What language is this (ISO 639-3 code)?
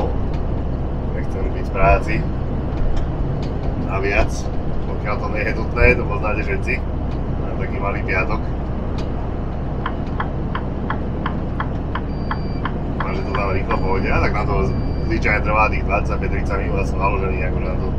slk